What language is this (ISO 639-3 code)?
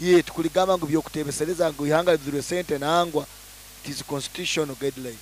nyo